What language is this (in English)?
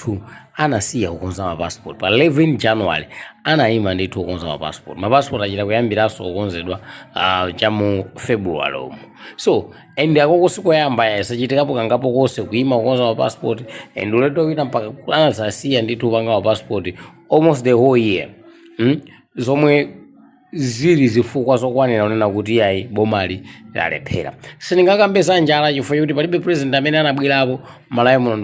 Nyanja